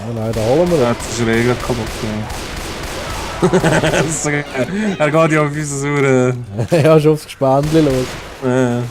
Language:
Swiss German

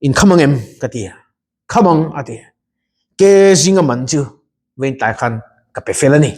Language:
Mizo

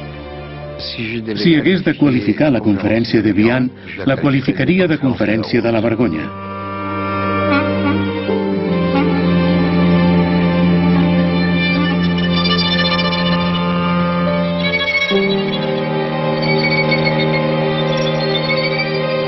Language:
Catalan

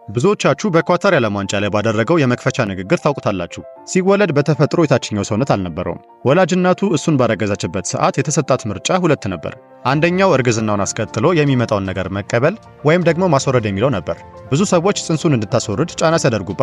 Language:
Amharic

